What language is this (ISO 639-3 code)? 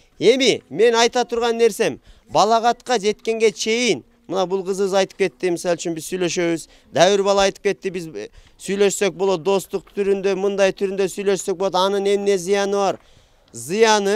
kir